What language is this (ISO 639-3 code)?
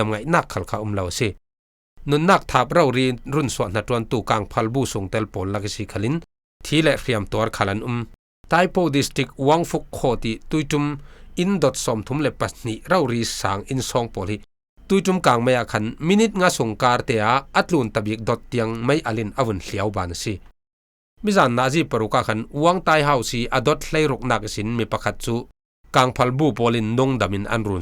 cfm